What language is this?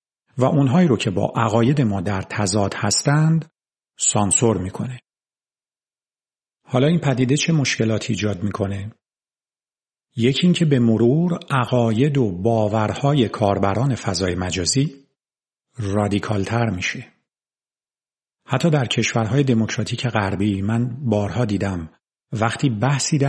Persian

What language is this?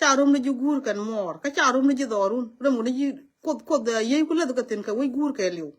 Nuer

